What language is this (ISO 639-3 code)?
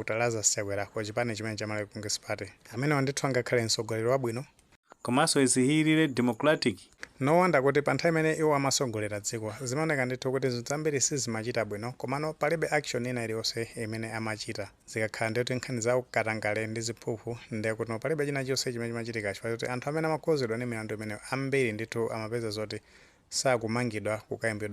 nya